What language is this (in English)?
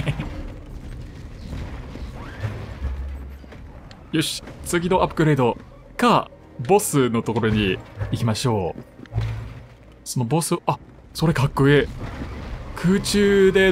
Japanese